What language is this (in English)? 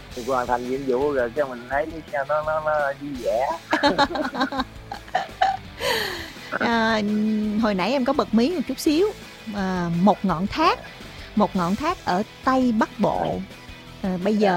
Vietnamese